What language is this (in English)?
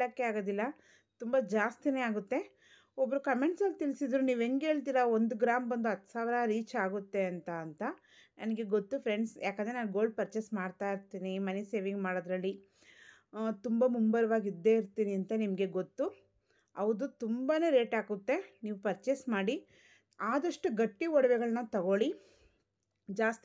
Kannada